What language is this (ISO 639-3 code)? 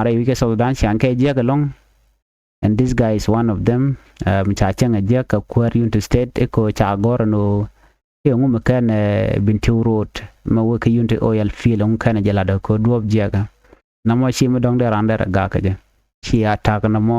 nus